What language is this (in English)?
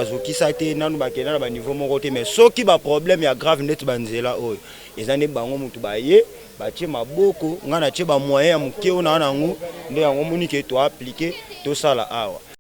Lingala